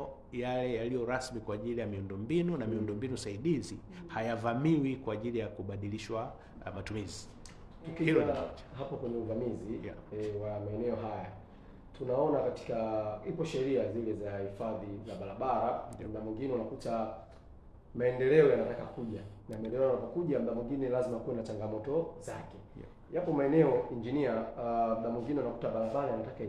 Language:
Swahili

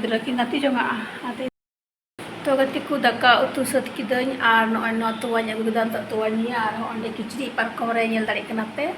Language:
Santali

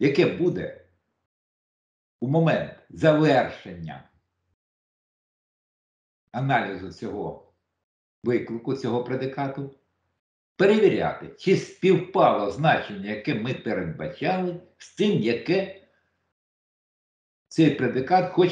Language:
Ukrainian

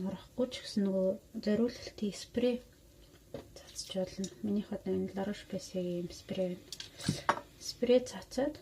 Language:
Mongolian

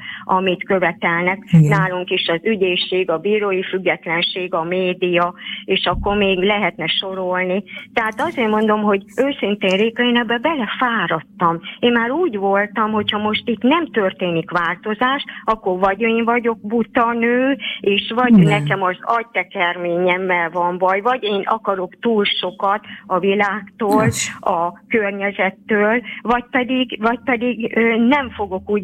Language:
Hungarian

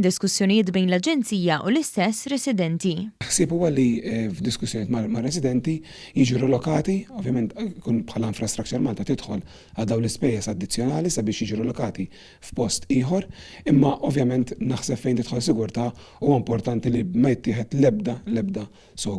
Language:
Maltese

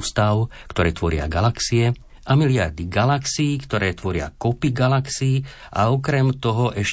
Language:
Slovak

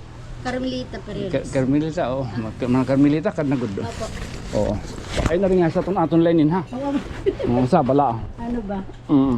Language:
Waray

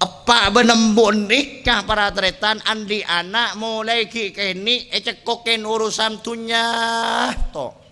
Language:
Madurese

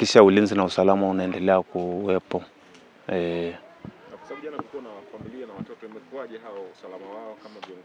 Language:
Swahili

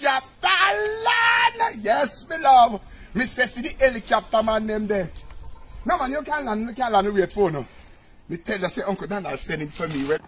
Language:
Jamaican Creole English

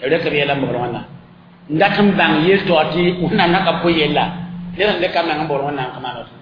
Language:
Mossi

